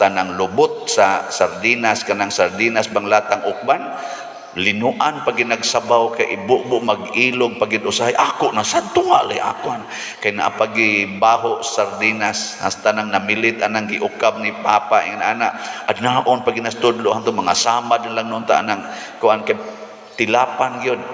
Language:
Cebuano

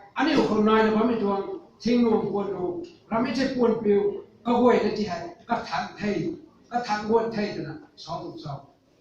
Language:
Rongmei Naga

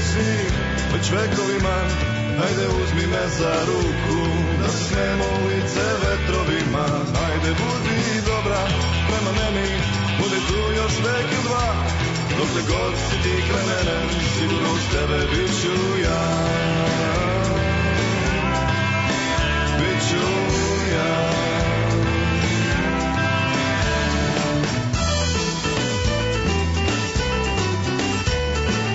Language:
Serbian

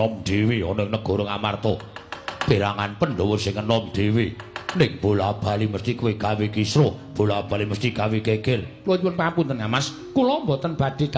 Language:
Javanese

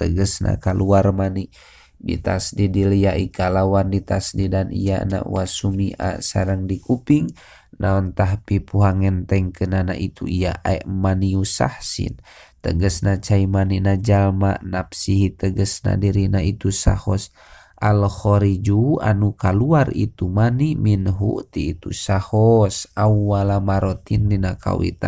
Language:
Sundanese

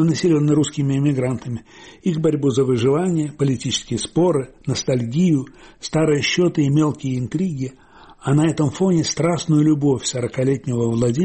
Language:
Russian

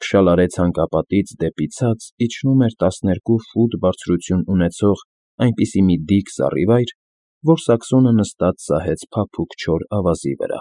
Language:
Armenian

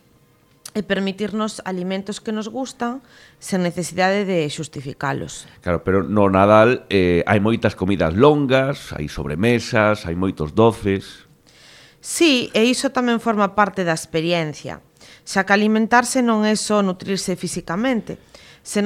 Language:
Galician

